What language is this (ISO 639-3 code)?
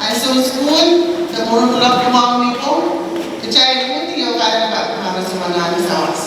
pon